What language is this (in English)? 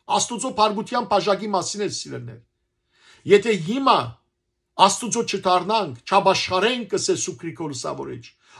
Western Armenian